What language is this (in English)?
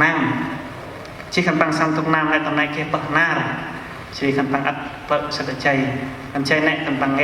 Central Mnong